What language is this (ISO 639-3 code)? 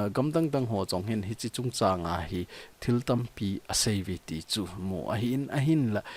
tcz